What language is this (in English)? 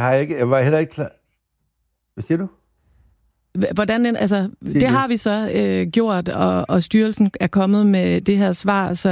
Danish